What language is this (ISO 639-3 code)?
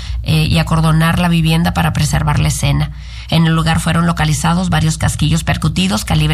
spa